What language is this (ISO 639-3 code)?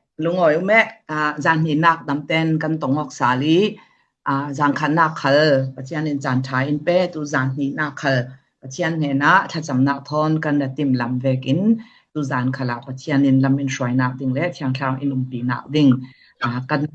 cfm